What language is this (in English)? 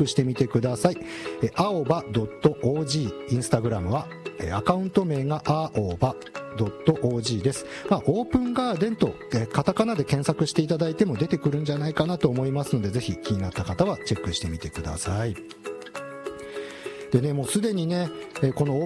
Japanese